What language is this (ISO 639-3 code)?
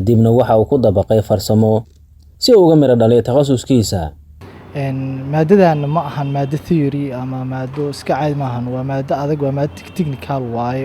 som